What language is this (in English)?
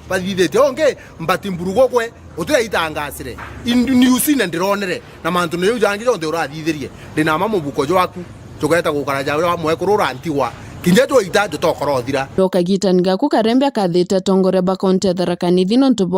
Meru